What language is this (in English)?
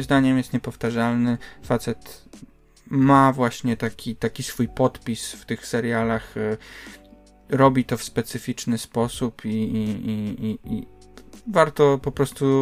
Polish